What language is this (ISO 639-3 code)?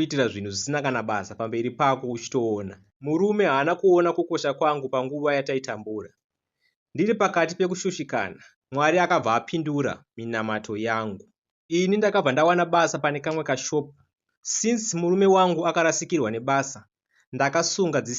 sna